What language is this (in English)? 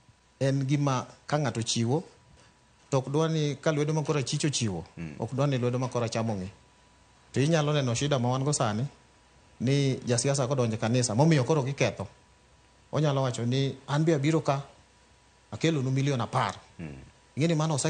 Luo (Kenya and Tanzania)